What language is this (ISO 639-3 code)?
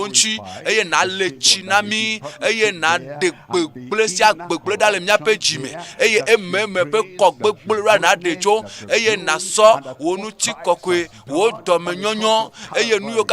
ewe